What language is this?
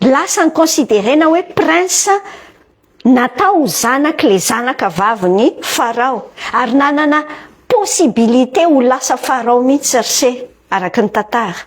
Malagasy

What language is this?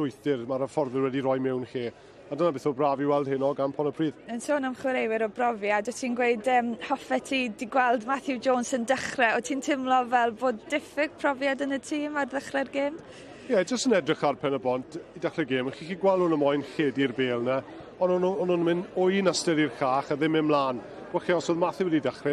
Welsh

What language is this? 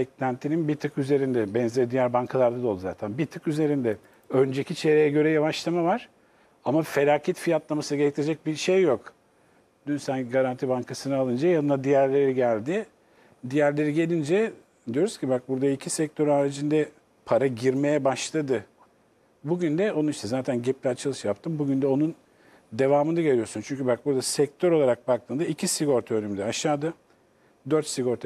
Turkish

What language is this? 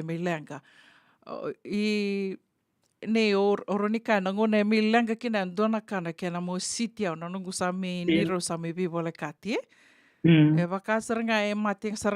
Fijian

